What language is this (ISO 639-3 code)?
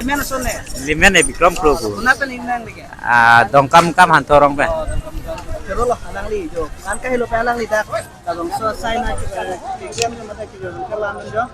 mjw